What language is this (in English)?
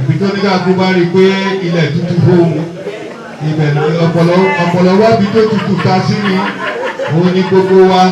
Yoruba